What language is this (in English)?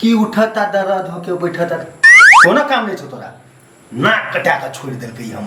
Maithili